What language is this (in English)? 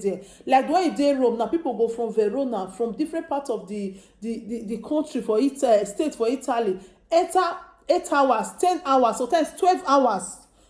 Nigerian Pidgin